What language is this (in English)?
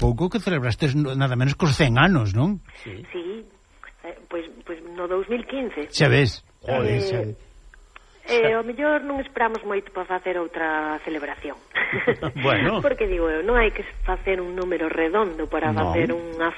Galician